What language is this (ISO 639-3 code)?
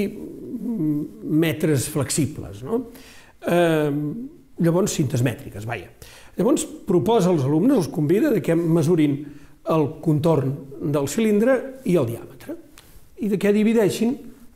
cat